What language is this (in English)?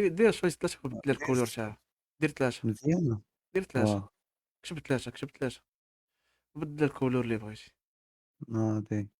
Moroccan Arabic